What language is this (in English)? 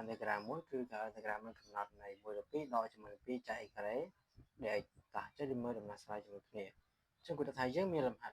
Khmer